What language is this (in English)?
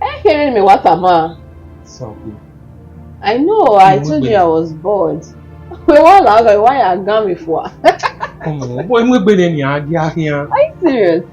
Bini